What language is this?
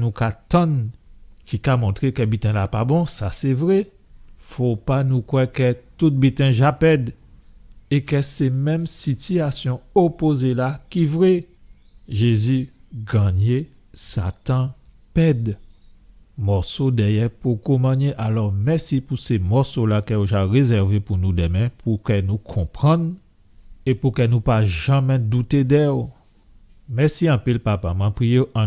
Guadeloupean Creole French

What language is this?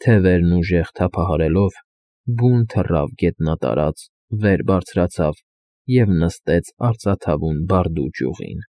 Armenian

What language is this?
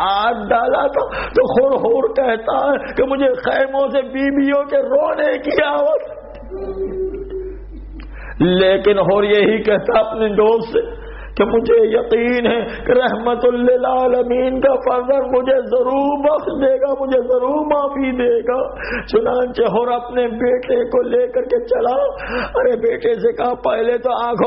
Urdu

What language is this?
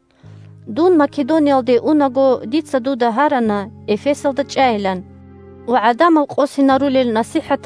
Avaric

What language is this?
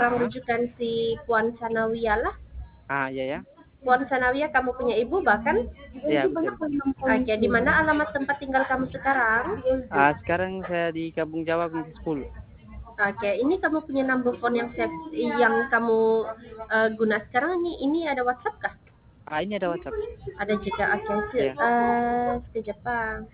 Sabah Malay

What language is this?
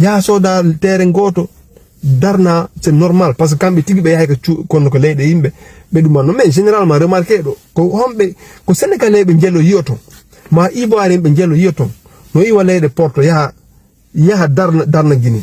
Fula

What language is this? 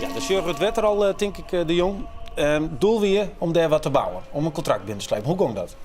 Western Frisian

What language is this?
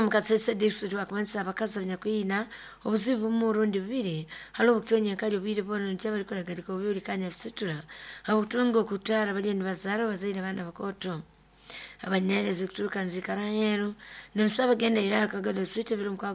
Nyoro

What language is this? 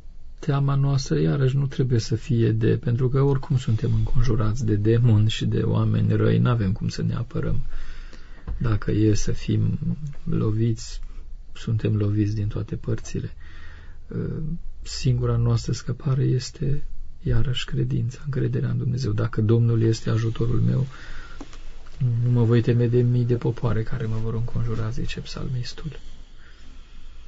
Romanian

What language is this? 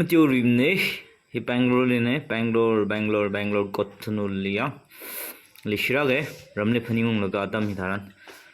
Tangkhul Naga (India)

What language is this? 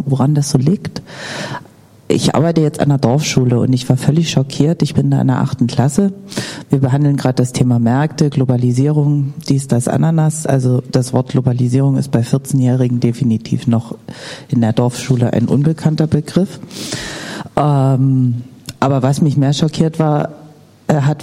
German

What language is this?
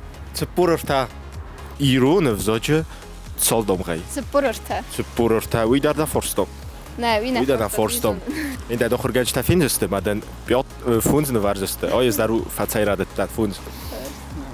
Ossetic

